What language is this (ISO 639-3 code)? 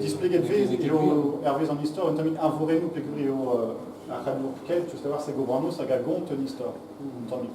bre